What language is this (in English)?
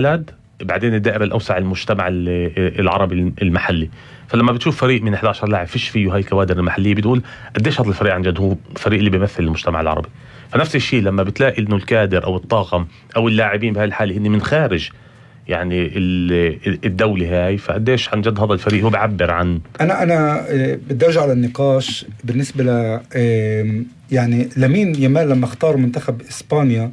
North Levantine Arabic